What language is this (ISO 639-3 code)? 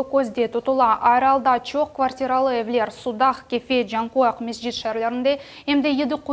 crh